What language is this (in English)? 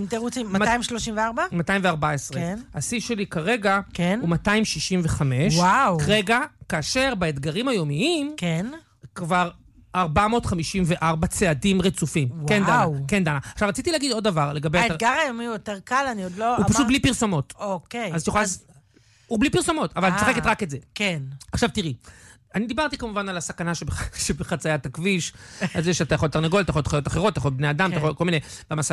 Hebrew